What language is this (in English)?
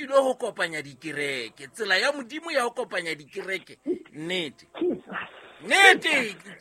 Southern Sotho